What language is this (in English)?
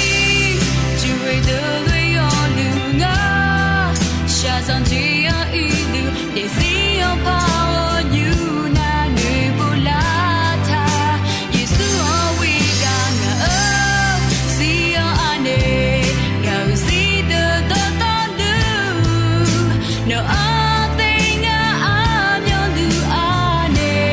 Akha